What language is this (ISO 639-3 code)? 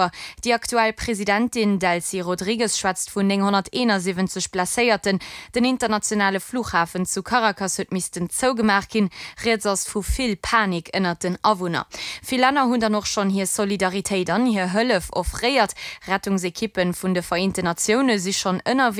ltz